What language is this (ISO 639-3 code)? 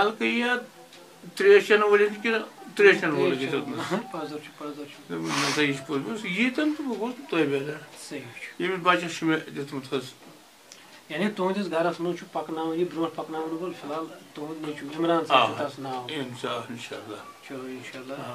kas